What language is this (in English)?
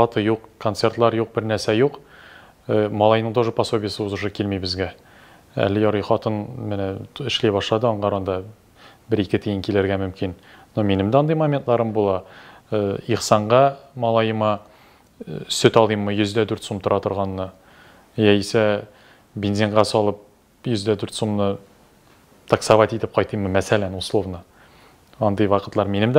Tatar